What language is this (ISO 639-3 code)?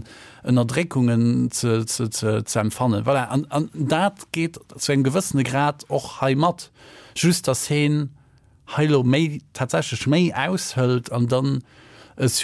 ltz